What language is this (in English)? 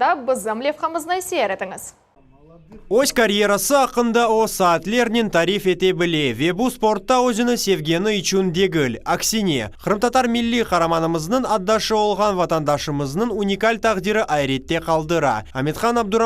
Crimean Tatar